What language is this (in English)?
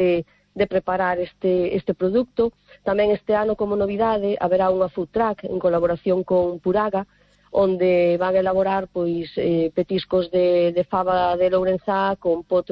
Galician